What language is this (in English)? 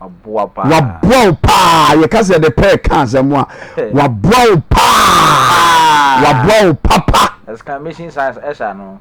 Akan